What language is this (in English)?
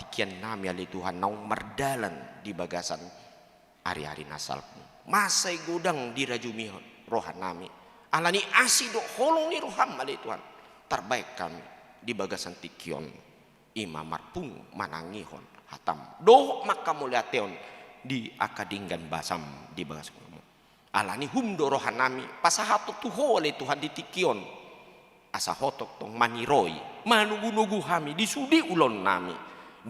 Batak Toba